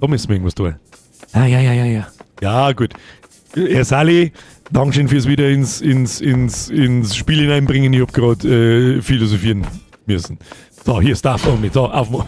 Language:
Bavarian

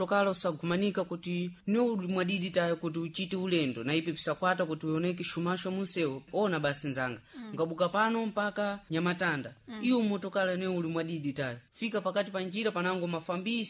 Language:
Sena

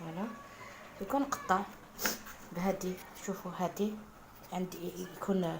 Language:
Algerian Arabic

